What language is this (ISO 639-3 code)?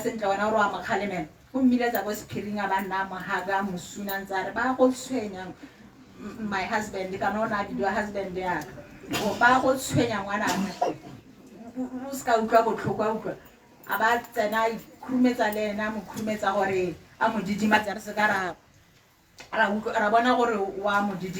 tsn